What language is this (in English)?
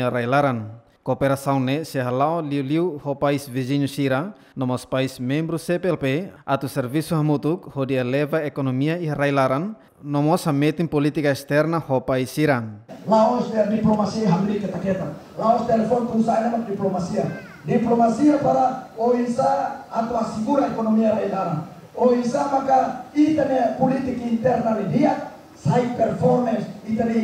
Tetum